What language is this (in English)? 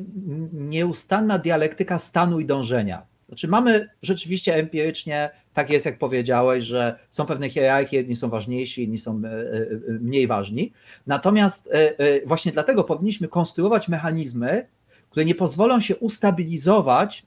Polish